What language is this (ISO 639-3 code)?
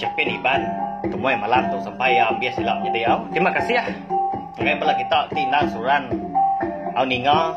iba